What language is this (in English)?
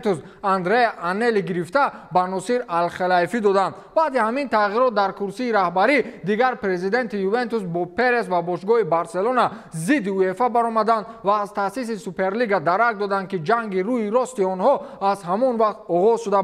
Tajik